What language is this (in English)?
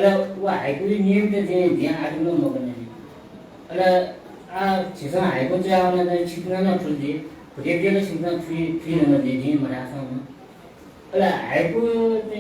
Newari